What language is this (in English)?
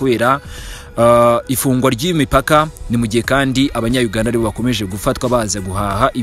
Kinyarwanda